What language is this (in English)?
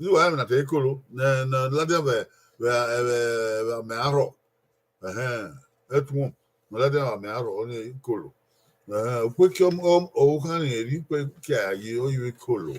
Bini